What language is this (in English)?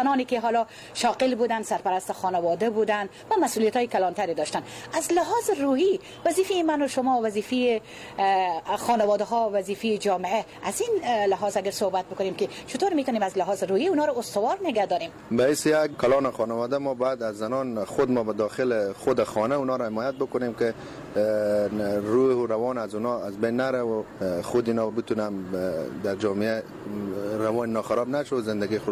Persian